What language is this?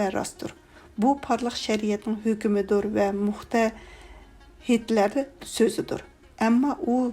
Uyghur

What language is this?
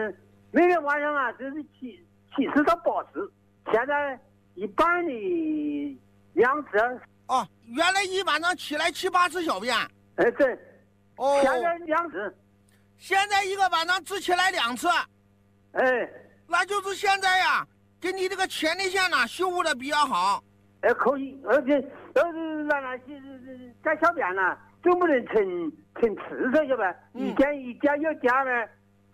Chinese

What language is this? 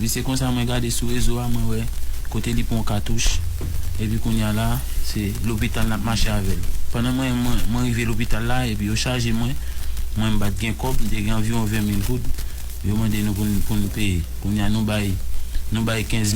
Haitian Creole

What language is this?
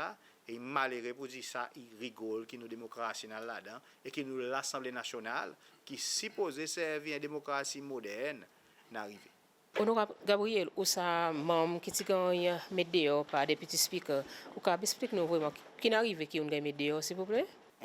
Seselwa Creole French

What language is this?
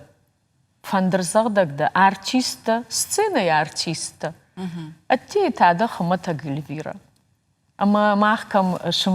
Ossetic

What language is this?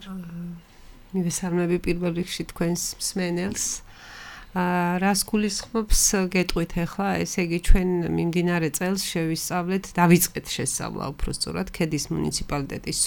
Georgian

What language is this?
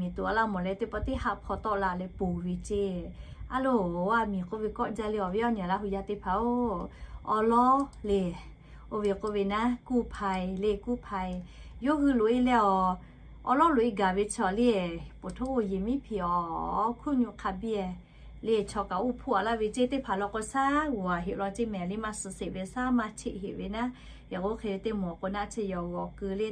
Lahu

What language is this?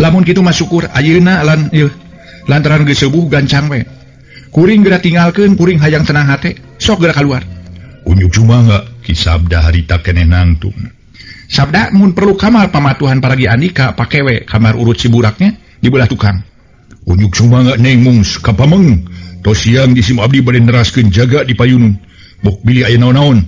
Sundanese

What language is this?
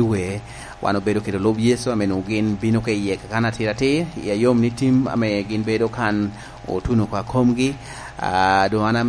Lango (Uganda)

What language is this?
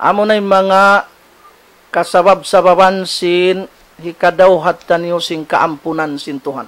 Tausug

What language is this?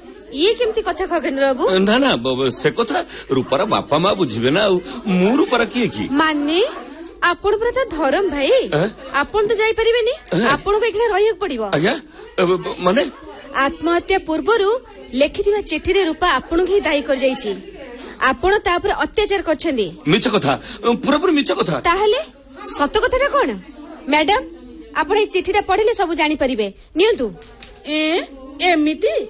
Odia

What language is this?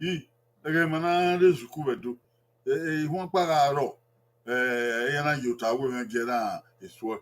Bini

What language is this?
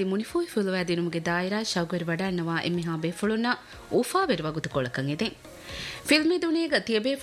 Divehi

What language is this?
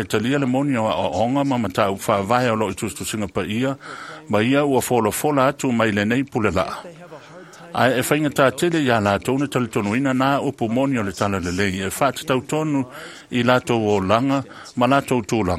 Samoan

